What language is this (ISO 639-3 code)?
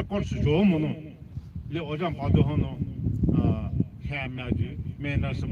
pmx